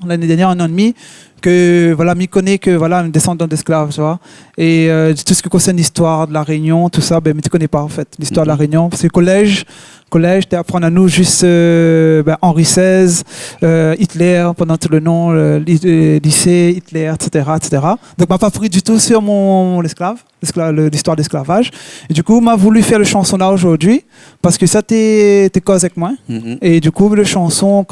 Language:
Réunion Creole French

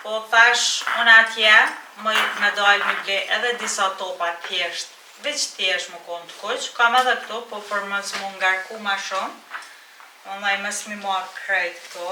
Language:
Albanian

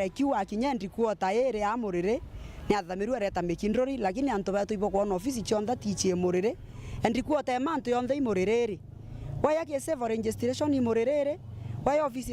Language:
Meru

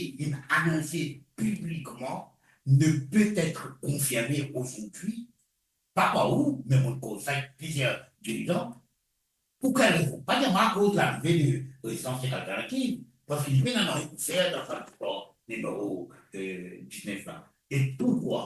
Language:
Morisyen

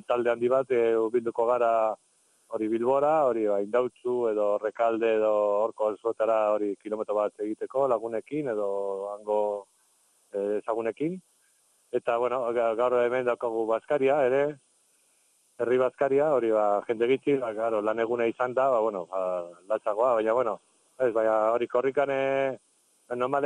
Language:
Basque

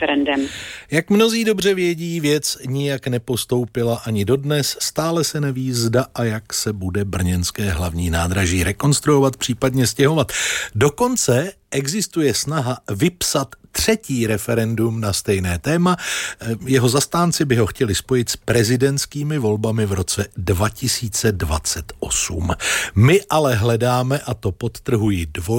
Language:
Czech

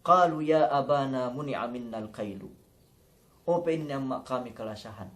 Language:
Yakan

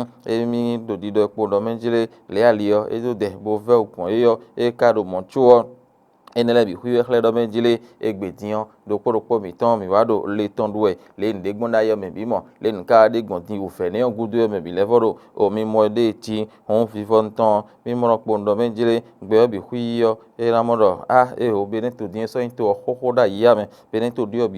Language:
Fon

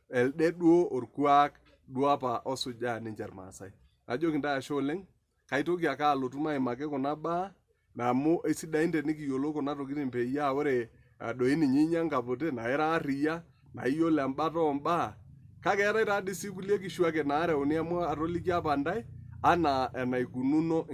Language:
Masai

